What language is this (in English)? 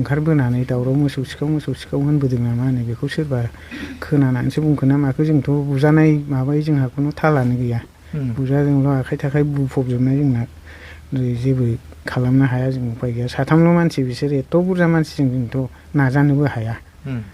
Bodo